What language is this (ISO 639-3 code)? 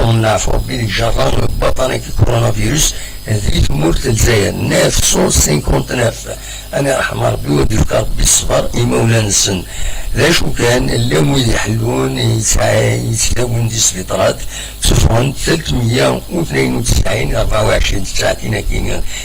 kab